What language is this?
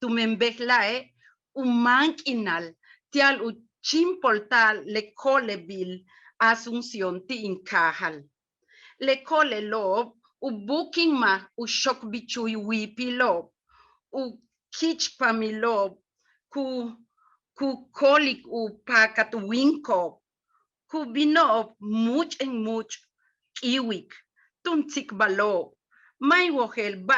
Yucateco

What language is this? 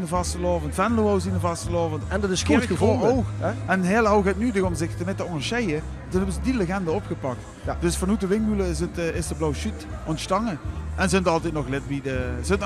Limburgish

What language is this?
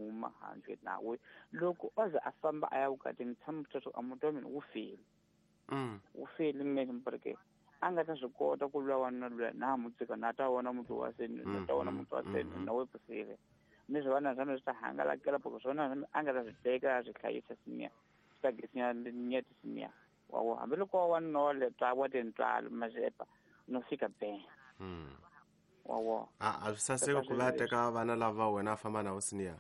Tsonga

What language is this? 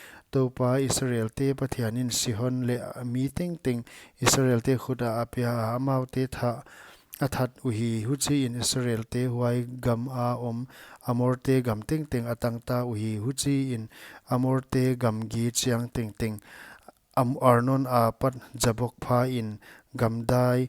Paite Chin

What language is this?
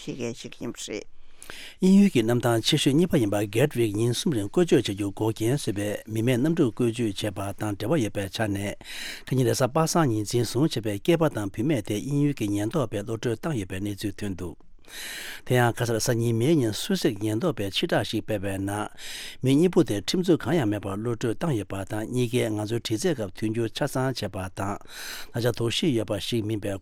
Tibetan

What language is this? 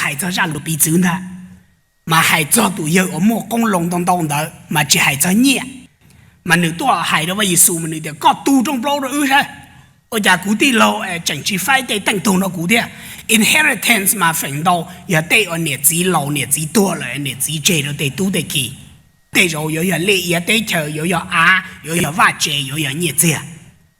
Hmong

